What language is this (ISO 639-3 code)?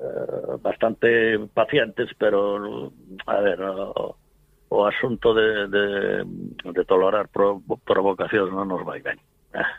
glg